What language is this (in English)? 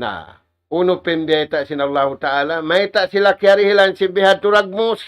Tausug